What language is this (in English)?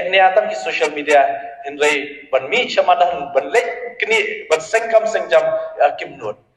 Khasi